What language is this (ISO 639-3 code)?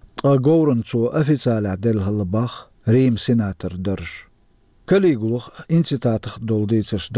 che